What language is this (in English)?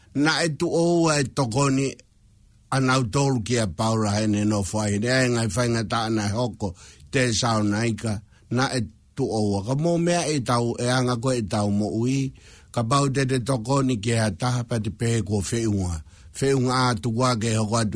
Tongan